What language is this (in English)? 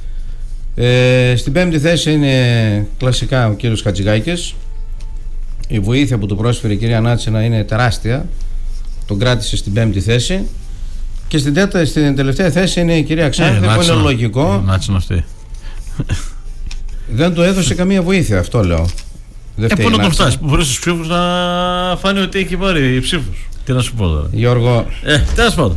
Greek